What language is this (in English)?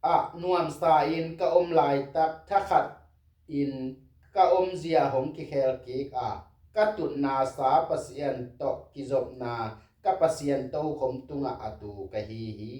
Tedim Chin